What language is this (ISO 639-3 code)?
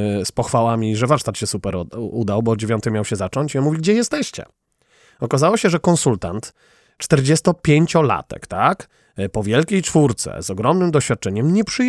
pol